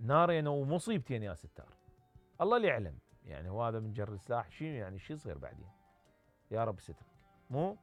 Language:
Mesopotamian Arabic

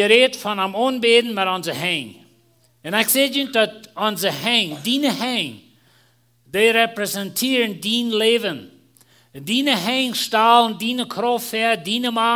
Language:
Plautdietsch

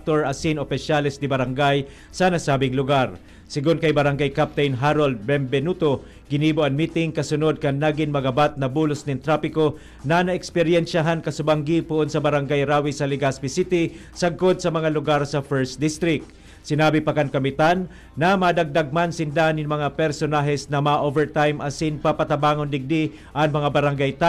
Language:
Bikol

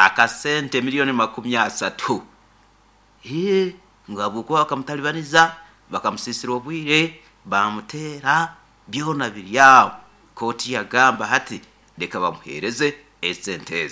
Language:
Nyoro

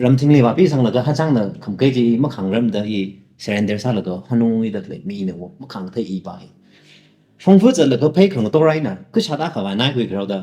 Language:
Tangkhul Naga (India)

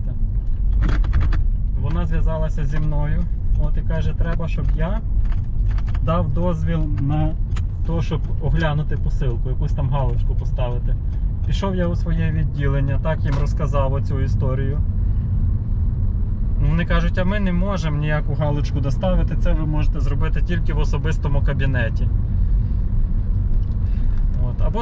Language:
Ukrainian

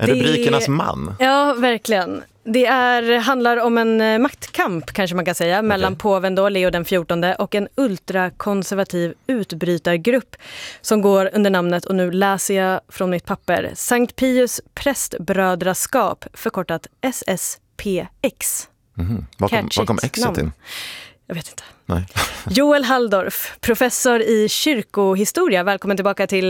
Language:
Swedish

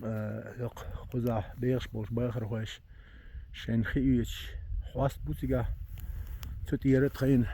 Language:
Chechen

